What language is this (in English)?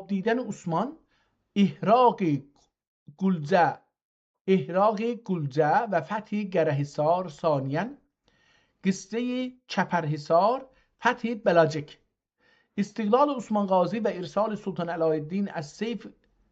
South Azerbaijani